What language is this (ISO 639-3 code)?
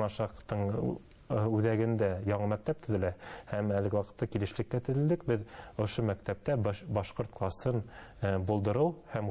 bak